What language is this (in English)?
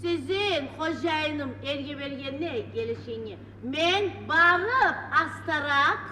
Kumyk